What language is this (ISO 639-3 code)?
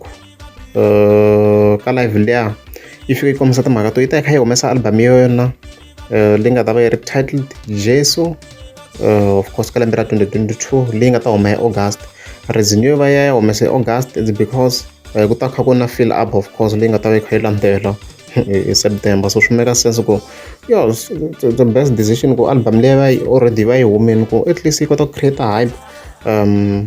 tso